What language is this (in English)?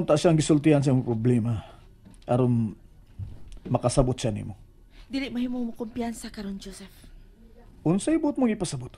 Cebuano